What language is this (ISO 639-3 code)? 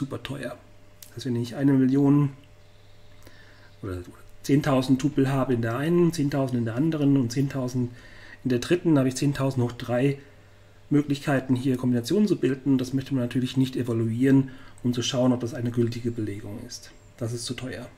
deu